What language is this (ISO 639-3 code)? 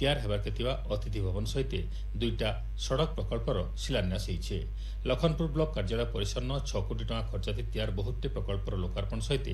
ori